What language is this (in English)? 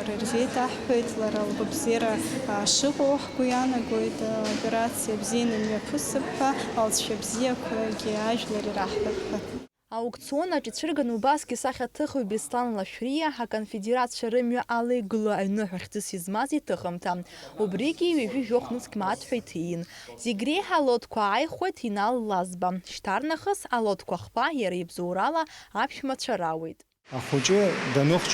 Abkhazian